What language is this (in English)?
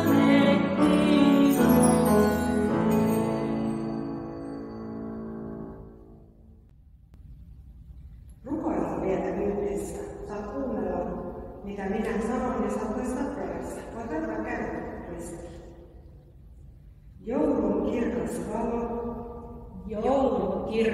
Finnish